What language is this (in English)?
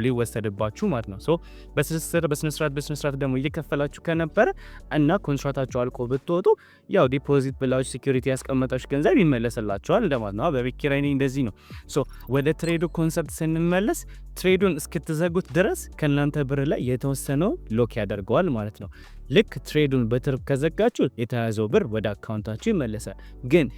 Amharic